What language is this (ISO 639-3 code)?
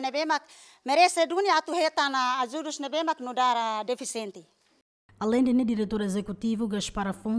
tet